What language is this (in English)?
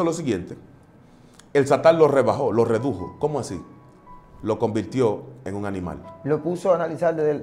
Spanish